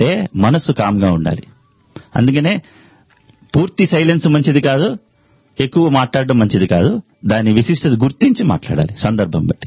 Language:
Telugu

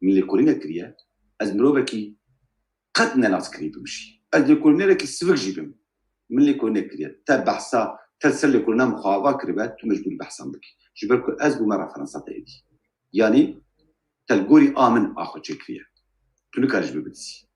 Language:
Kurdish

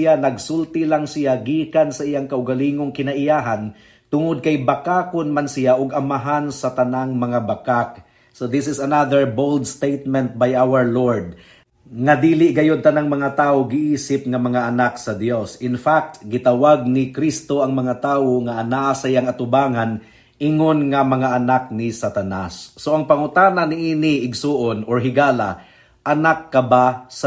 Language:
Cebuano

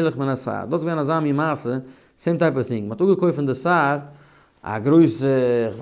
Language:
Yiddish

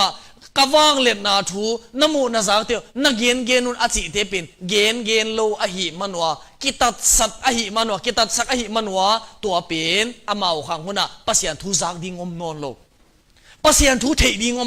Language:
Tedim Chin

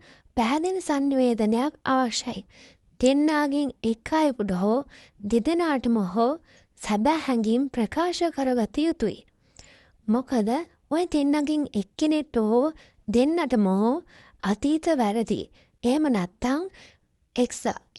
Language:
Sinhala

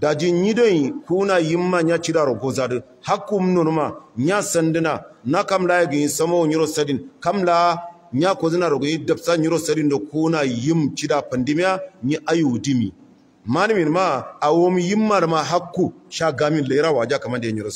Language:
Hausa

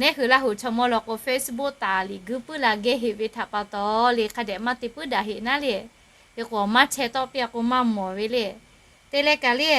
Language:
Lahu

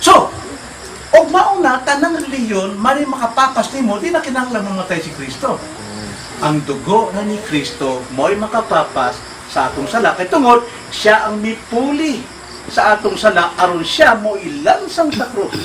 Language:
Cebuano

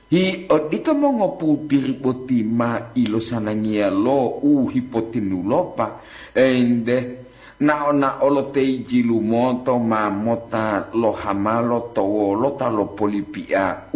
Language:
Gorontalo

